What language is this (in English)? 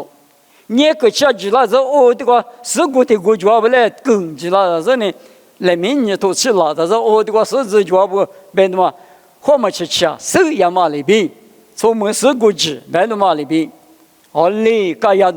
Lisu